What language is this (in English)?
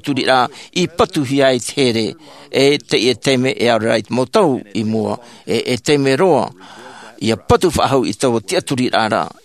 Tahitian